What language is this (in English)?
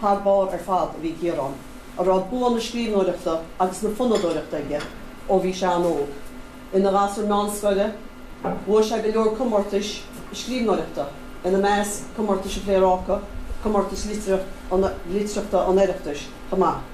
Irish